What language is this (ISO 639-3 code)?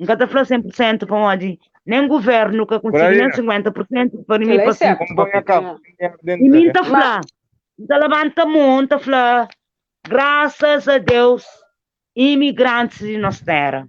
kea